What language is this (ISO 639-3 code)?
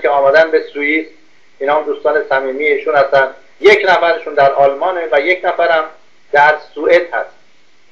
fas